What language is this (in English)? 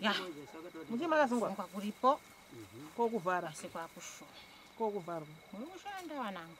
Shona